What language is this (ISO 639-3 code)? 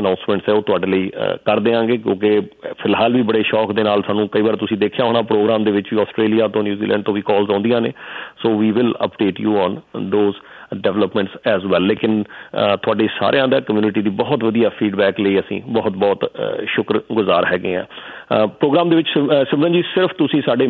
pan